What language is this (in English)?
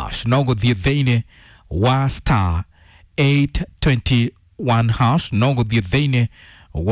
Kikuyu